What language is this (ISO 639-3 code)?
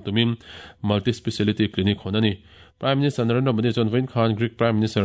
lus